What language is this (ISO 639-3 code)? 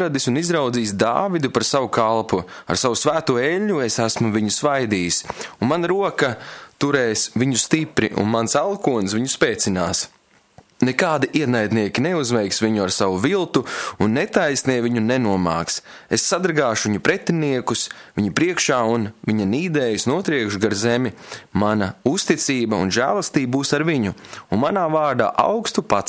lav